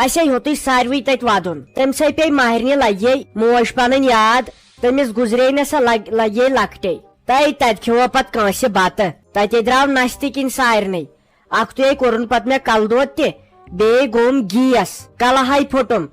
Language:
Kashmiri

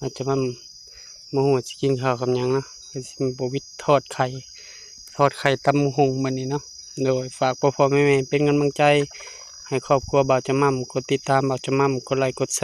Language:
Lao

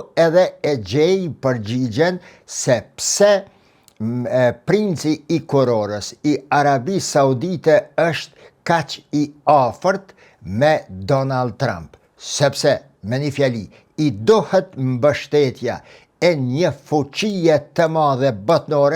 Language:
Albanian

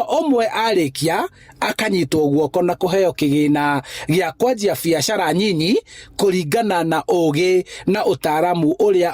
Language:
Kikuyu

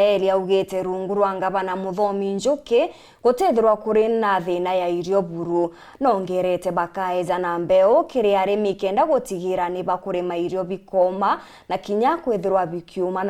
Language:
Meru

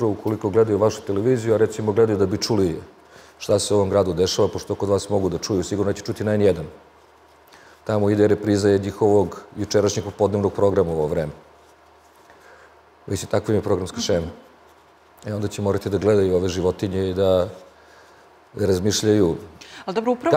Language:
Serbian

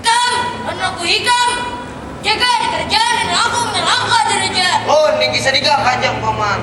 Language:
Banjar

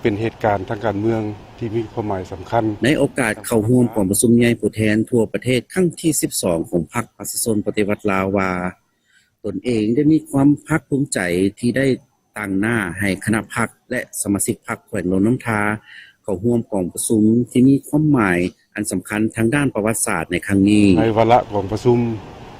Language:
Lao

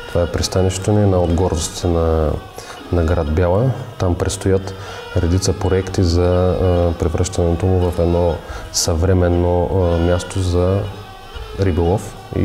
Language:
Bulgarian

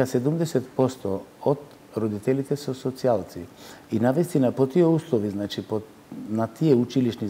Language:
Macedonian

